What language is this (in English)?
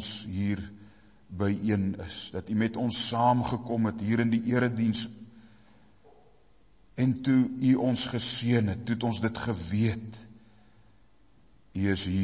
Afrikaans